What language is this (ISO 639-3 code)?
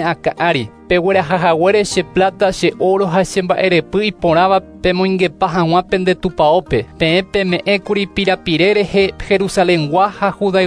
grn